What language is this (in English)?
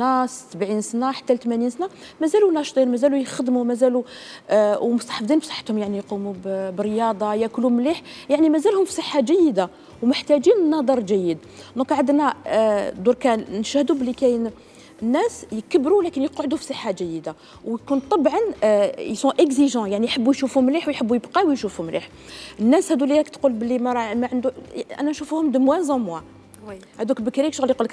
Algerian Arabic